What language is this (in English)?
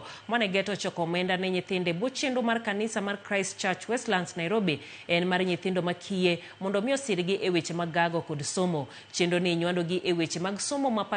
Luo (Kenya and Tanzania)